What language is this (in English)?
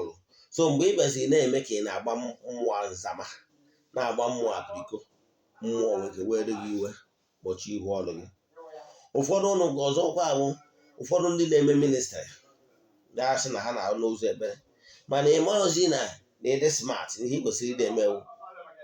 Igbo